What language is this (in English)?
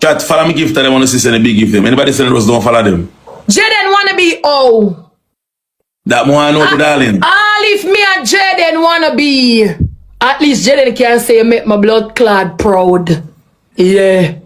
Jamaican Creole English